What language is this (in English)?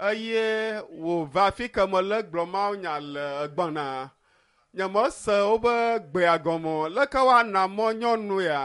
Ewe